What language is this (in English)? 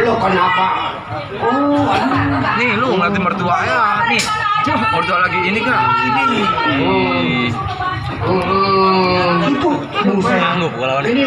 Betawi